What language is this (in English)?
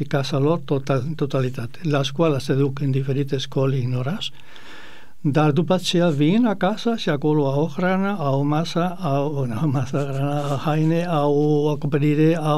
Romanian